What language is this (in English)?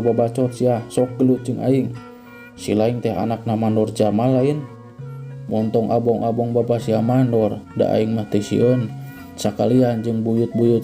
Sundanese